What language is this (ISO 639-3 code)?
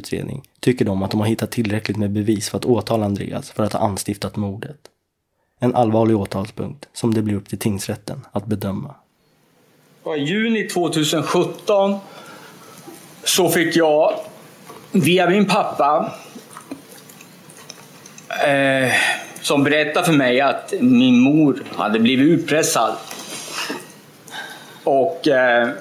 swe